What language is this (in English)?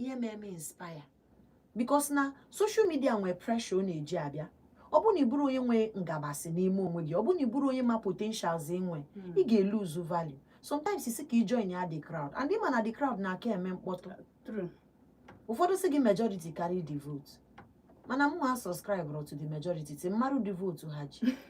Igbo